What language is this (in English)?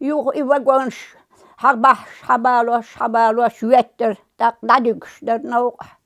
Chechen